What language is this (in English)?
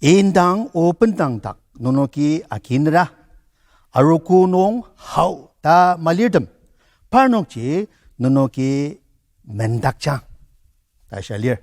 Ao Naga